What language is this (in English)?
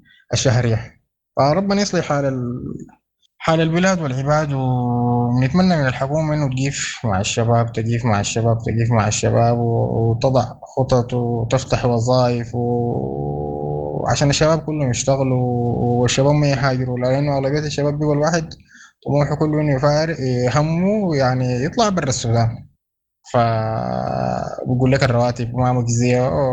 Sudanese Arabic